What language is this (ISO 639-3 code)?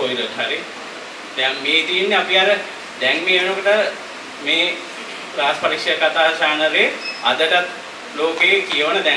sin